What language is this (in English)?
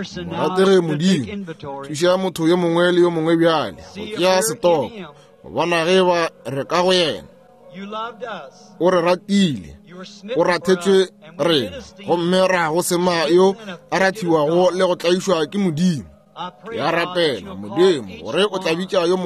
Northern Sotho